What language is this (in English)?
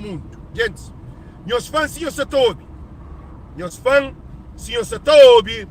Kabuverdianu